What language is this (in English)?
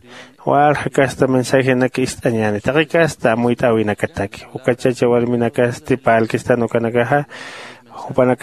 Aymara